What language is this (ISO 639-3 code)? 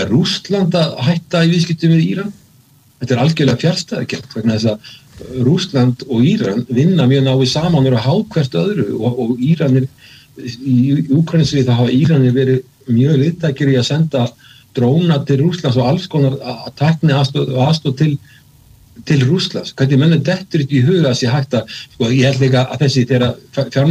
isl